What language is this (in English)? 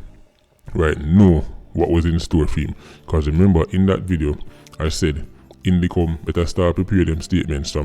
Jamaican Creole English